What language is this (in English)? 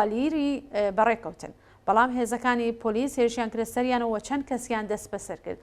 Central Kurdish